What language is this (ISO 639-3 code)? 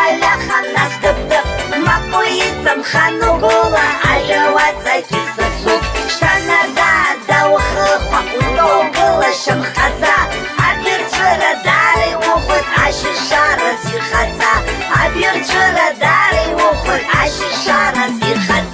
abk